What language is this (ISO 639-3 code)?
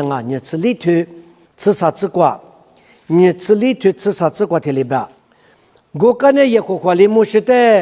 lis